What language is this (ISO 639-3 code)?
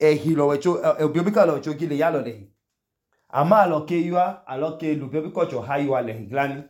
idu